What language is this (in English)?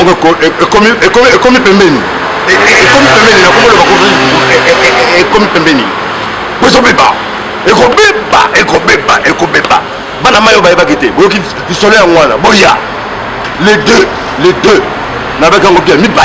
Lingala